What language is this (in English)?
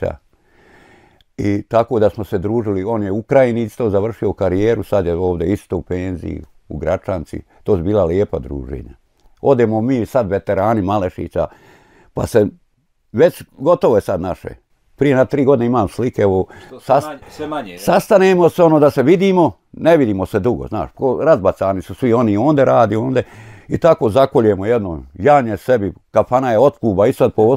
Bosnian